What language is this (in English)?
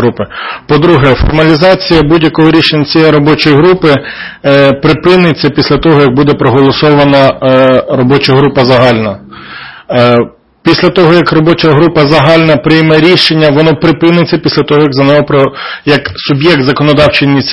Ukrainian